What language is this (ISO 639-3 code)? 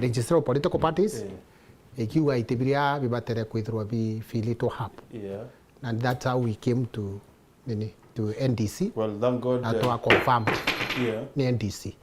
mer